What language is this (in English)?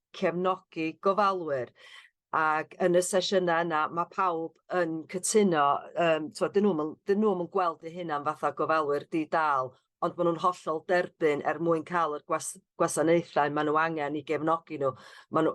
Welsh